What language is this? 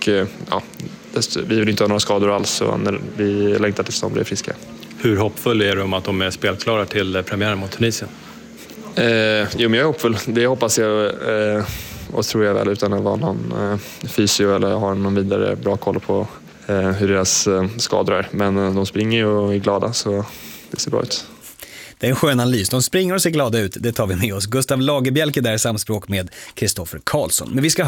Swedish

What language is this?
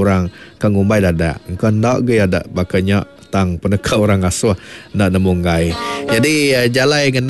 Iban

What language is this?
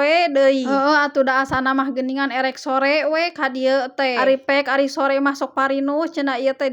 Sundanese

